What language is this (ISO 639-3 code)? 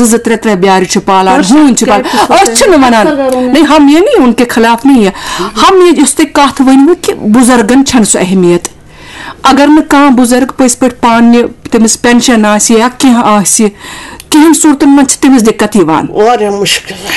kas